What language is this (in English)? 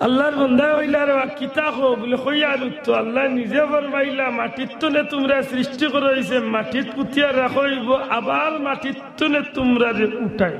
Sylheti